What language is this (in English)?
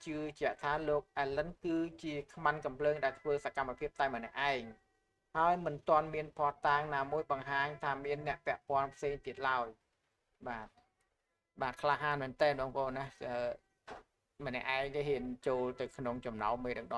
Khmer